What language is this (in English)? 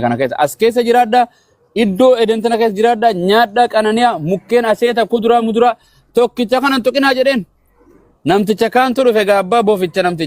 Oromo